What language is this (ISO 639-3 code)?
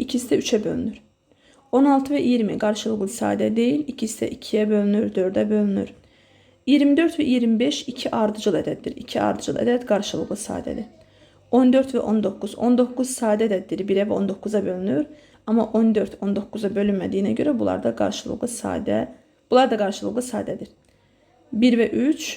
aze